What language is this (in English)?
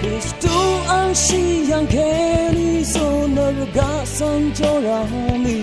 Rawang